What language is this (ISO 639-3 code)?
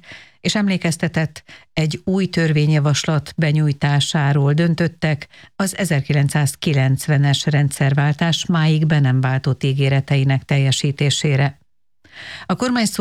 hun